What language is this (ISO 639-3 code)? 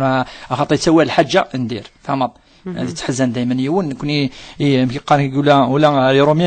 kab